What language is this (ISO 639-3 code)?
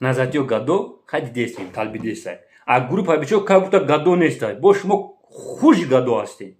tgk